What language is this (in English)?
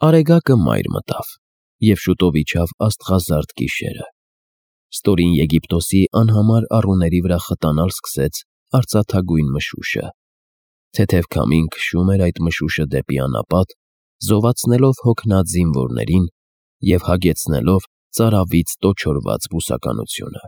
Armenian